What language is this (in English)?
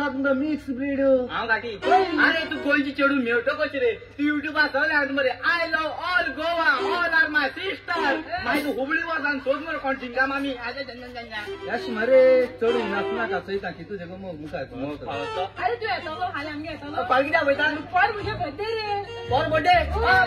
Konkani